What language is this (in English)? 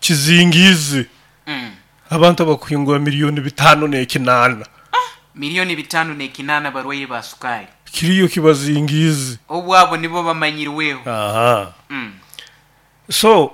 Nyoro